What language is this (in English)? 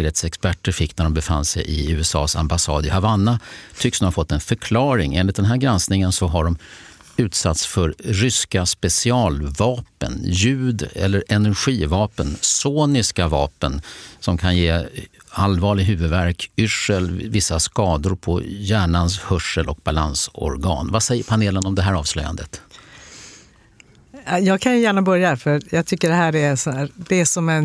Swedish